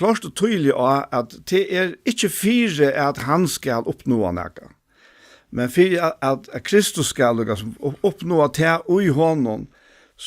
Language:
Faroese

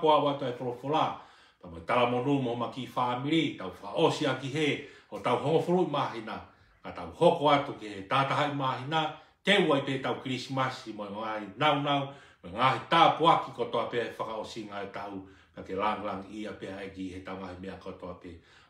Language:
Tongan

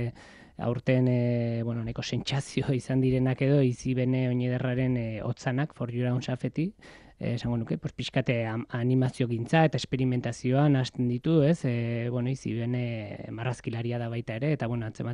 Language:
Basque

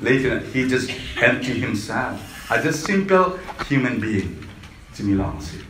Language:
Falam Chin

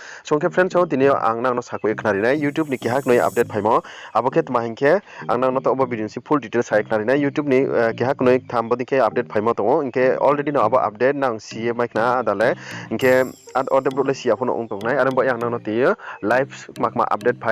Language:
Riang (India)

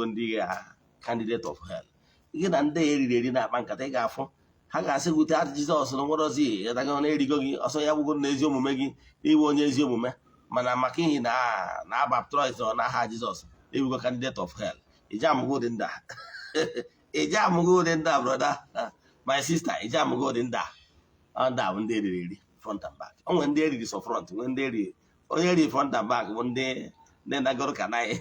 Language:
Igbo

